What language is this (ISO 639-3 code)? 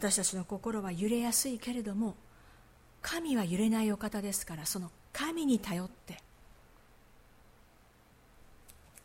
jpn